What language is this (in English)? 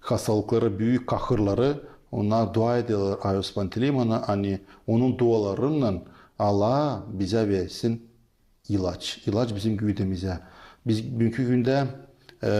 Gagauz